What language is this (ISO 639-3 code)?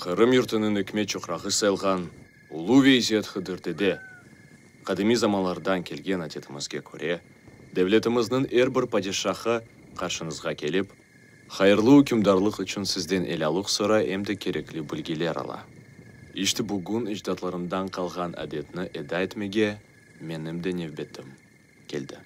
crh